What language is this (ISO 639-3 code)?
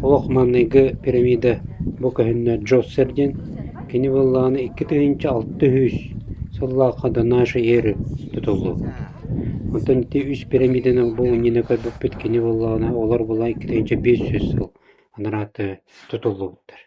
sah